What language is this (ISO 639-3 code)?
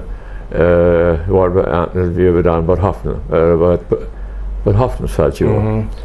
pdt